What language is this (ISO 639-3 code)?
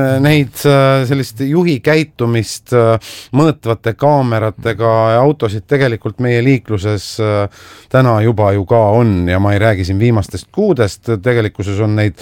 est